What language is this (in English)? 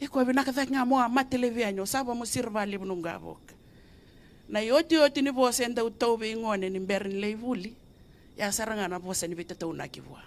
Fijian